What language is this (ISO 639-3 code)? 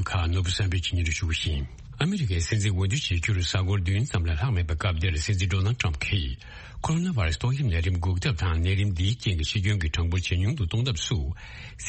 bod